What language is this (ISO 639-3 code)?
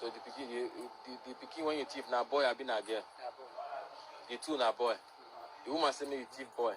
pcm